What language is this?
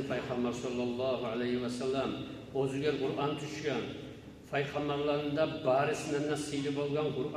Kumyk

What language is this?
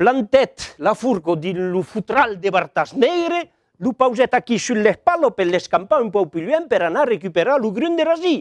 Occitan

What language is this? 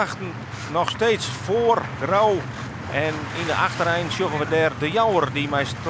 Western Frisian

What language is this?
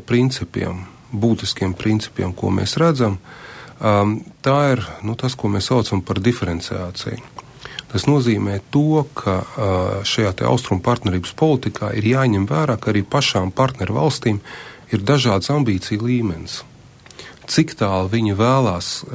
Latvian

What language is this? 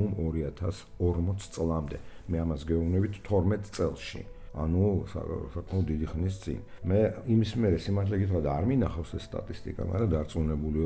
Georgian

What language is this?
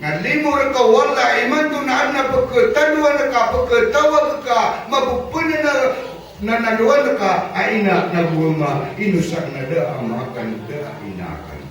Maranao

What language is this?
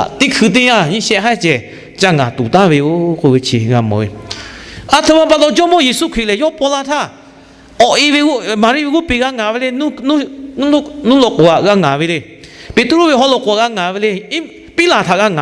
Lahu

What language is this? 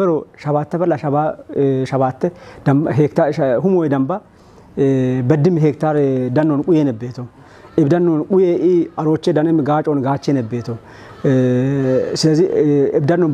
Kafa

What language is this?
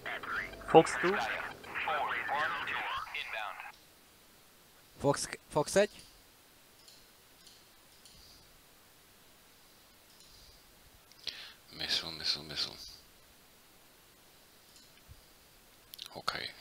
Hungarian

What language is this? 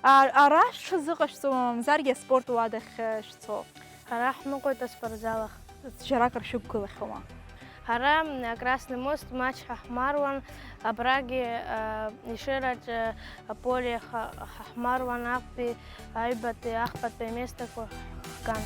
Abkhazian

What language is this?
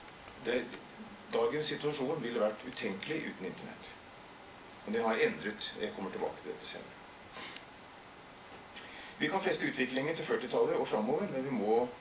Norwegian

